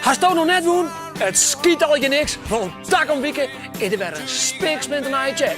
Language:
Western Frisian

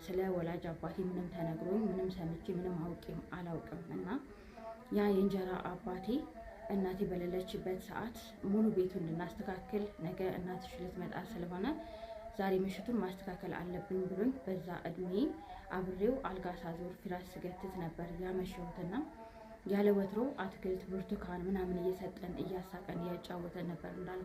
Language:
Amharic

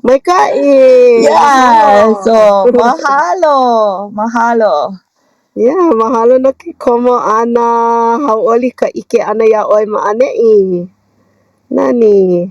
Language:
Hawaiian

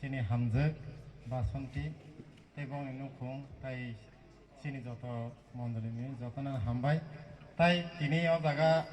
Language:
Kok Borok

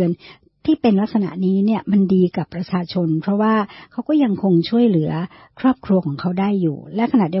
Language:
Thai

